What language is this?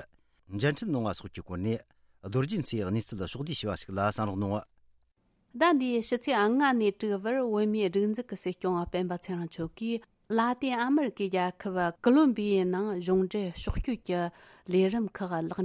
Tibetan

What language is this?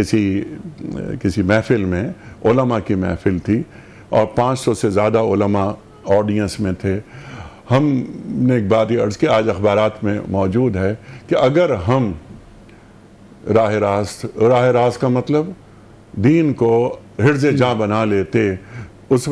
Urdu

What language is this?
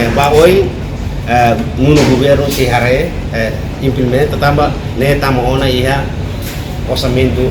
Tetum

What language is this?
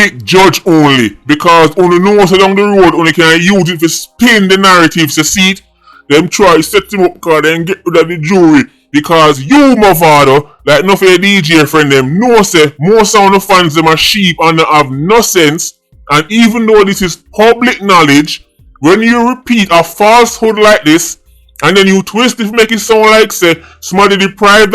Jamaican Creole English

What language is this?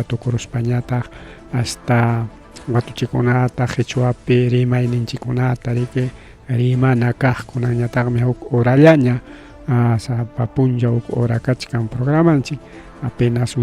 Ayacucho Quechua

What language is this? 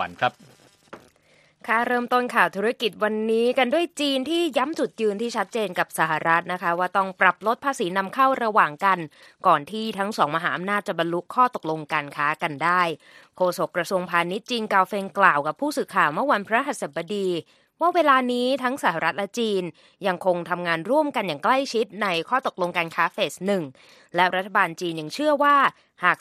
Thai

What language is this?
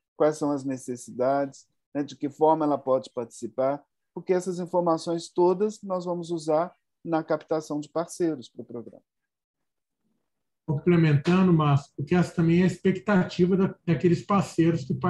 Portuguese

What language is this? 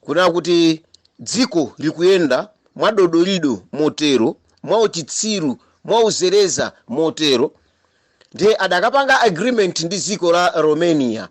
Nyanja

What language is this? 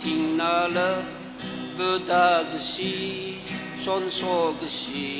Tangkhul Naga (India)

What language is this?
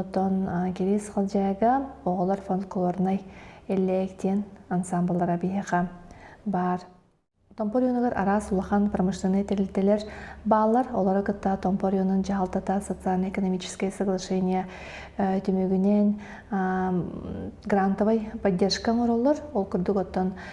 Yakut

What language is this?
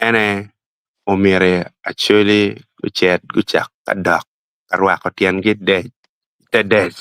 Acoli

